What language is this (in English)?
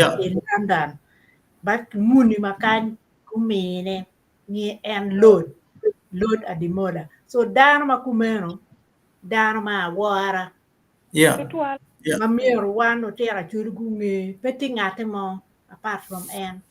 Acoli